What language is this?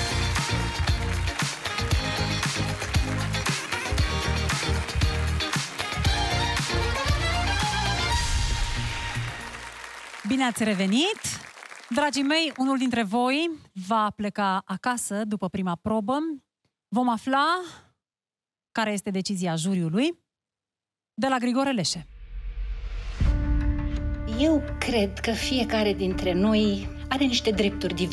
Romanian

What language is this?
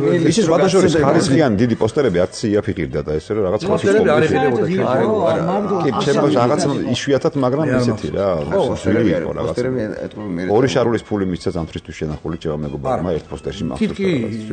Georgian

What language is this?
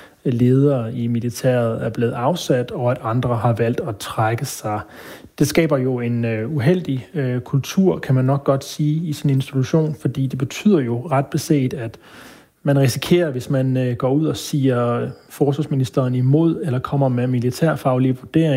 Danish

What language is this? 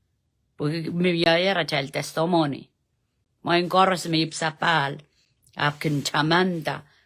Pohnpeian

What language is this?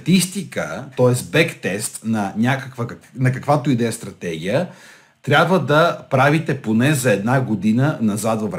Bulgarian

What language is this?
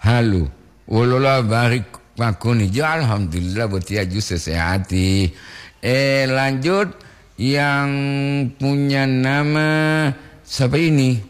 Gorontalo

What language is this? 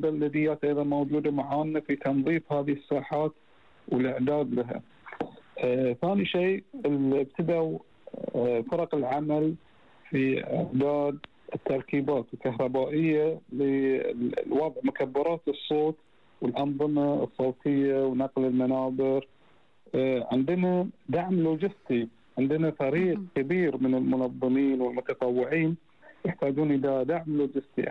Arabic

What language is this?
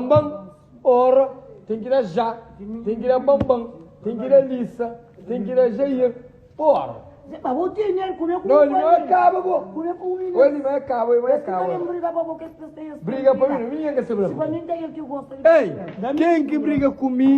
Kabuverdianu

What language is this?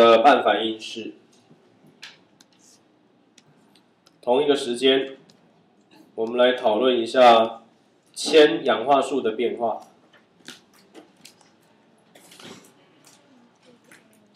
Chinese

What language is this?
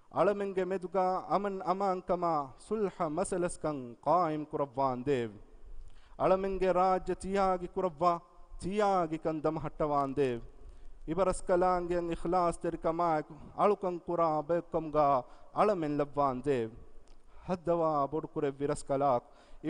Divehi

